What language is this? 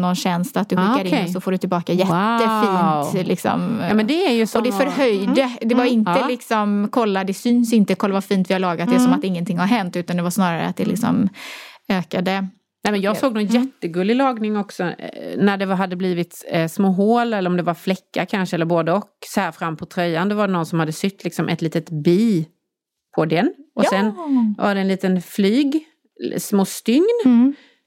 Swedish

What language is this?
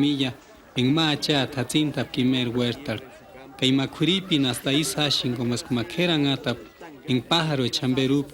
Purepecha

